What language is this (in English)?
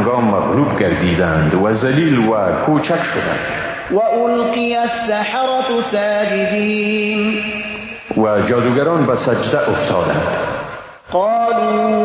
Persian